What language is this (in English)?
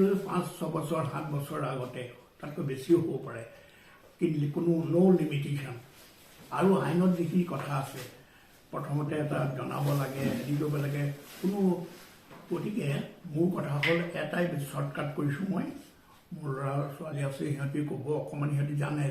Assamese